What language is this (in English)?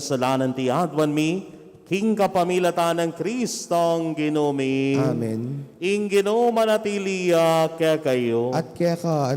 Pampanga